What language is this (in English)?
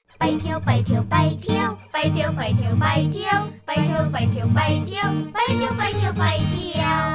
Thai